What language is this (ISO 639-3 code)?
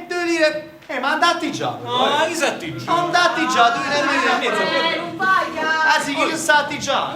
nap